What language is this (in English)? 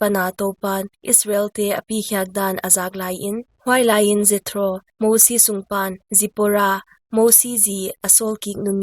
Paite Chin